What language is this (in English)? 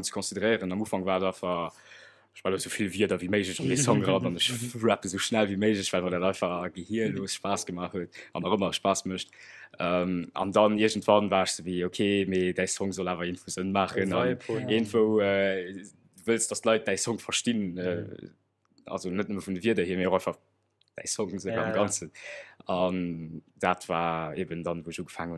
Luxembourgish